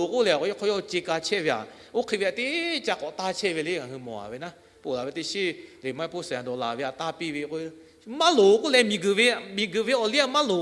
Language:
Lahu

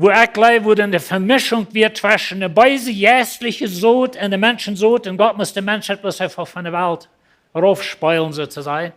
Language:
Plautdietsch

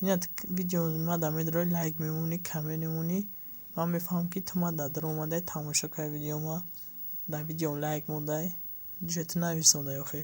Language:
Tajik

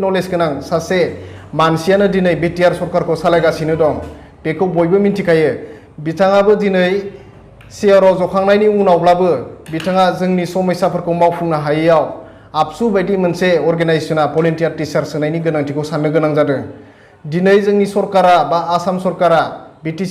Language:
Bodo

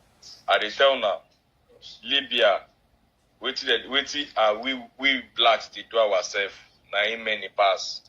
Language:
Nigerian Pidgin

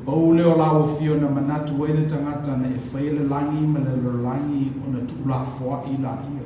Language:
Samoan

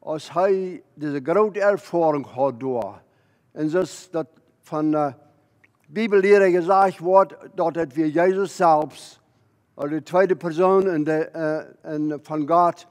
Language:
Plautdietsch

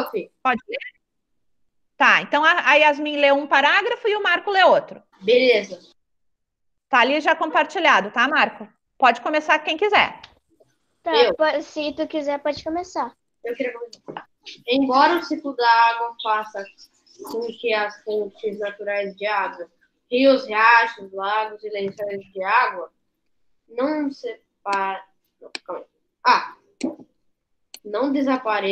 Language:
Portuguese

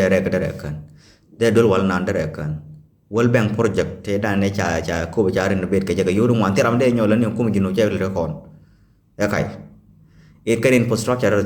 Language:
Nuer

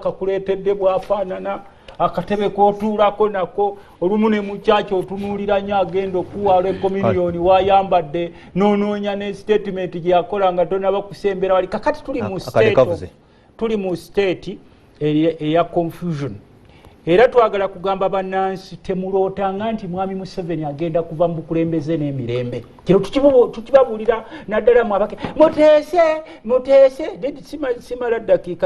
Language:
Ganda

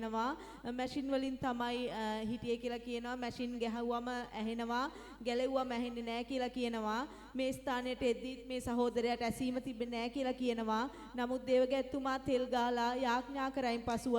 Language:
Sinhala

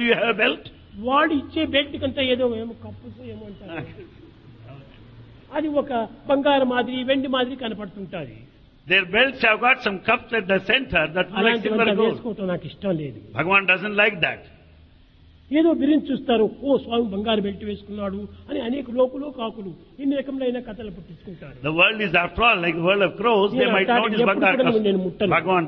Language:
Telugu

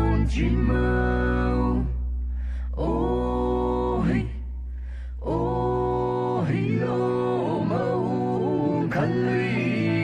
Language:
Poumei Naga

